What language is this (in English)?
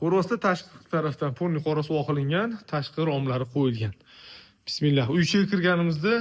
Uzbek